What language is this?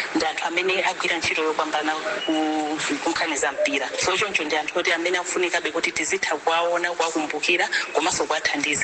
Nyanja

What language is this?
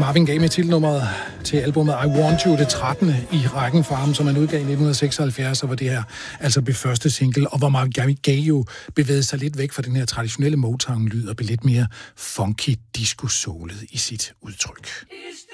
Danish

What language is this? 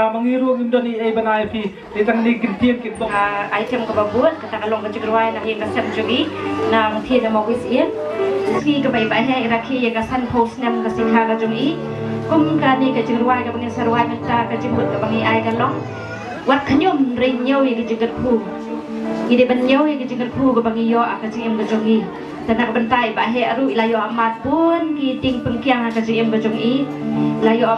Khasi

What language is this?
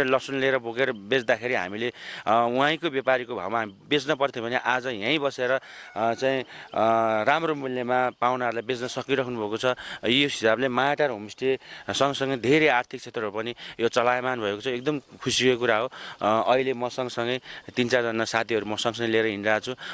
Nepali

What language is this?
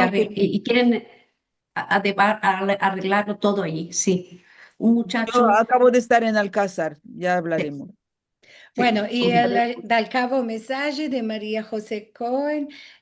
Ladino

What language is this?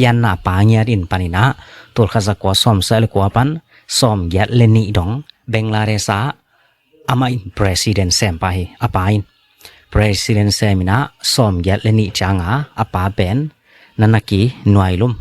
Tedim Chin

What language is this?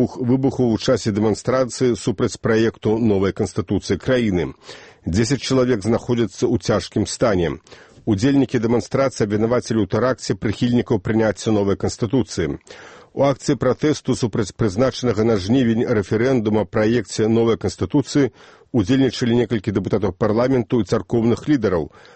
Belarusian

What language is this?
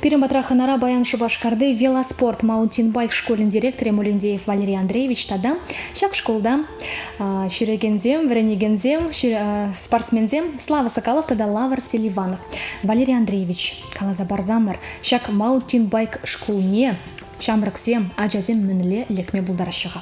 Chuvash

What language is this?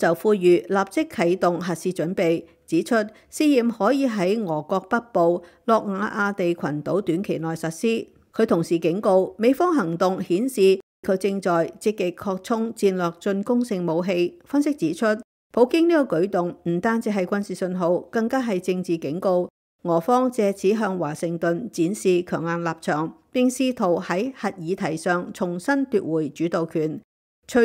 Cantonese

